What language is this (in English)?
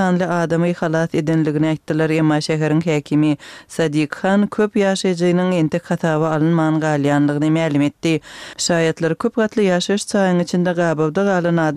Turkmen